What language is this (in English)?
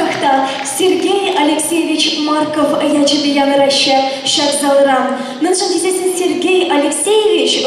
Chuvash